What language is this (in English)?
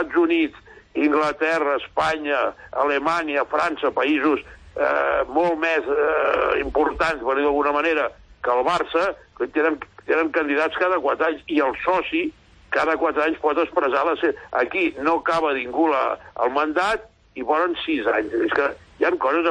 Catalan